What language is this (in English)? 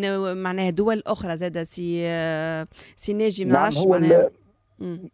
Tunisian Arabic